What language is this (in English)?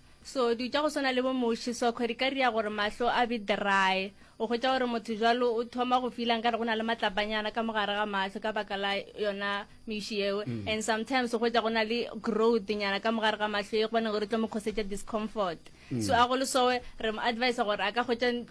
Northern Sotho